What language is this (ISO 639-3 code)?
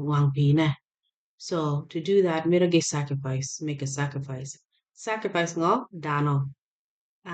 ach